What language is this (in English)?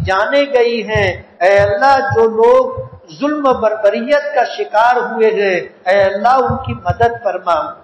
Urdu